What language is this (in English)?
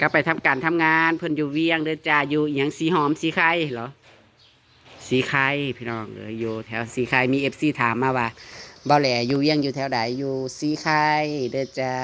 Northeastern Thai